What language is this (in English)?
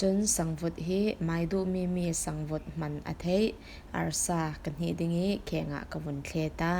Falam Chin